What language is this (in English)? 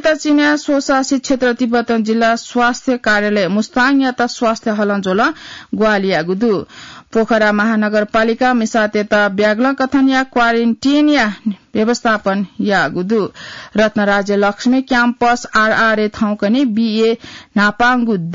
Newari